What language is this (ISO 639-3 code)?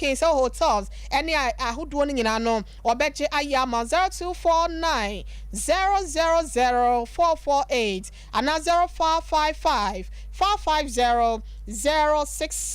aka